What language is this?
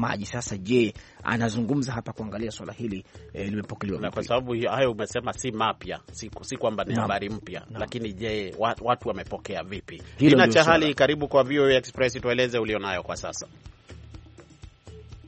Swahili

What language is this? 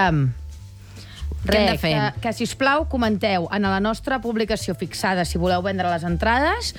Catalan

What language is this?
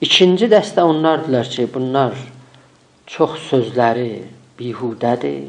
South Azerbaijani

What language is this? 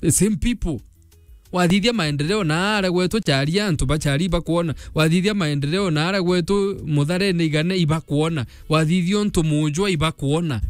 Meru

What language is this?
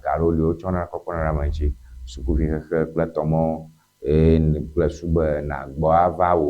Ewe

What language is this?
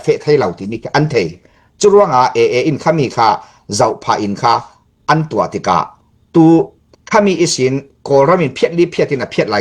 Falam Chin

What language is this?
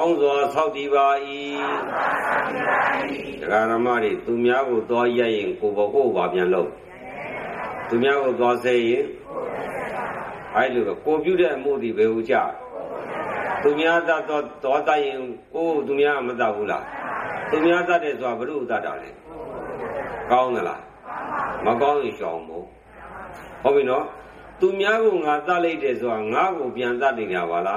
Burmese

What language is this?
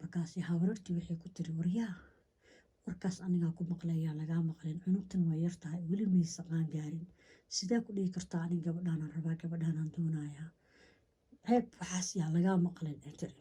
Somali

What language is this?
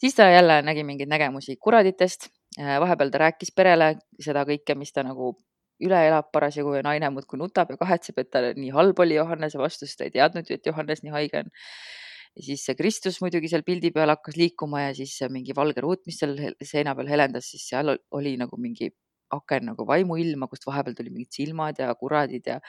Estonian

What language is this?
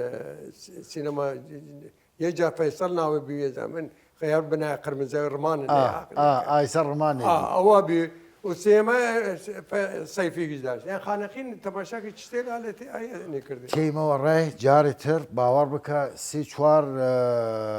Southern Kurdish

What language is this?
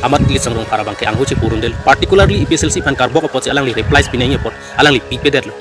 Karbi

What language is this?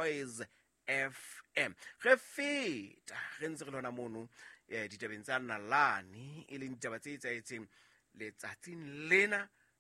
Southern Sotho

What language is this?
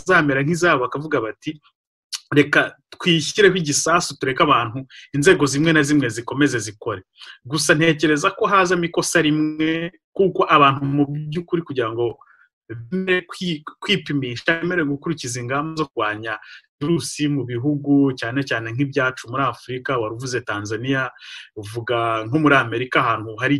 Kinyarwanda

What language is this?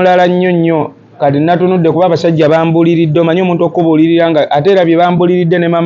Ganda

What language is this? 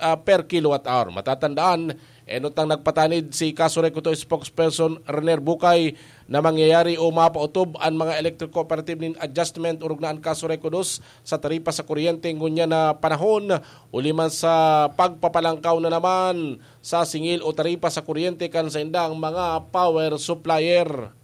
Bikol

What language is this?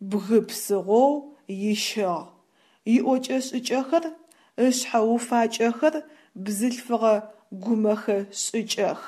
Adyghe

